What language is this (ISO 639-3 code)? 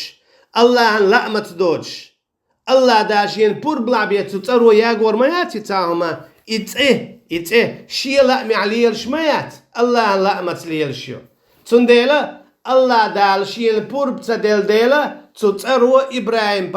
che